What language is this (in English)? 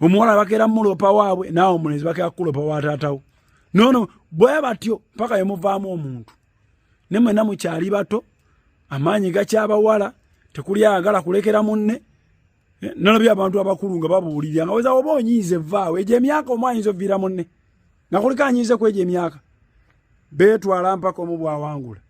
Ganda